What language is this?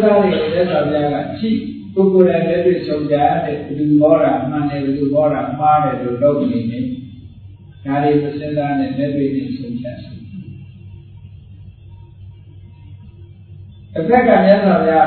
Burmese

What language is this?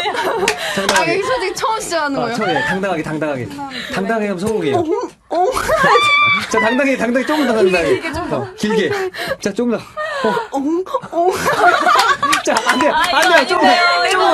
Korean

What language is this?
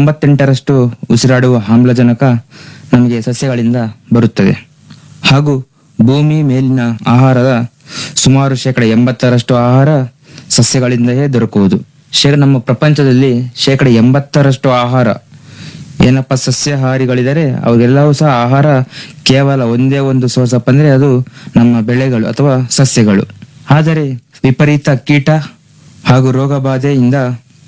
Kannada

